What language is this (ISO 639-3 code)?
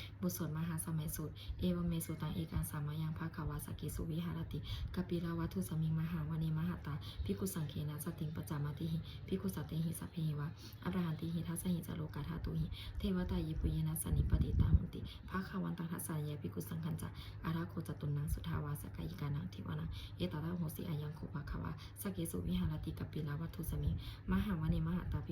pli